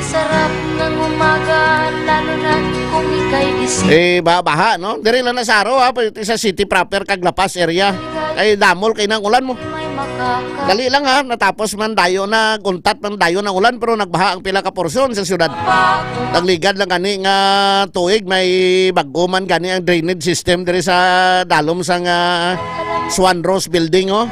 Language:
Hiligaynon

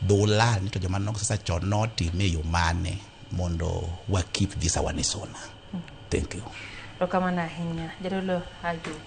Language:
Luo (Kenya and Tanzania)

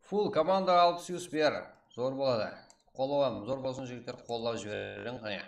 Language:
Kara-Kalpak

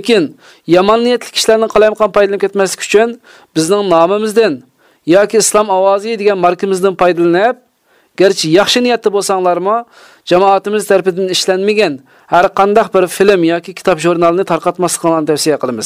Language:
Uyghur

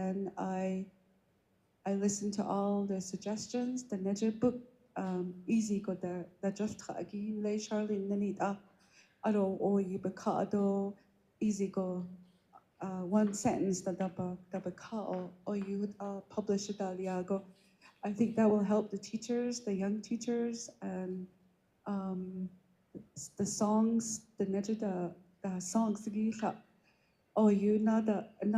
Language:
Navajo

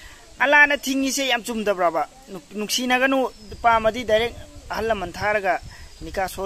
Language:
Manipuri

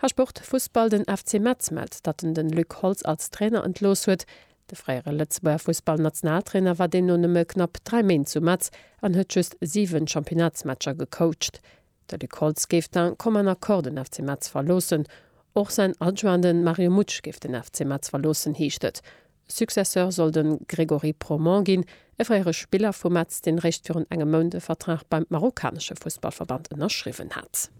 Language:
Luxembourgish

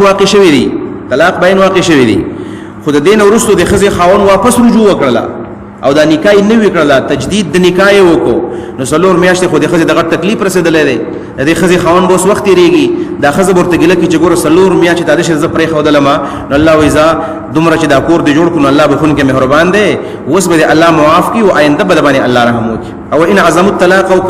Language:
Pashto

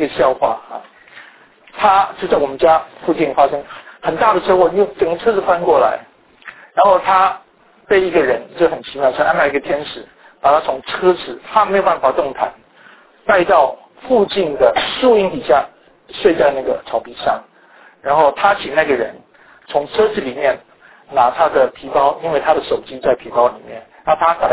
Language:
Chinese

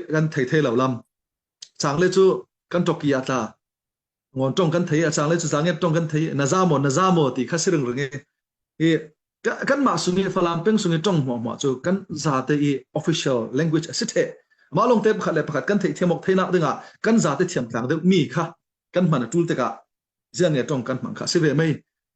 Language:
Falam Chin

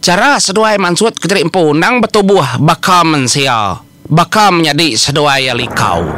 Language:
Iban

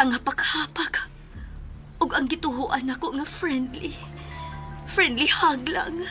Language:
Cebuano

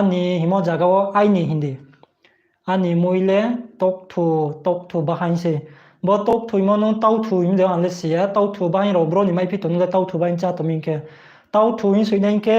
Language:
Riang (India)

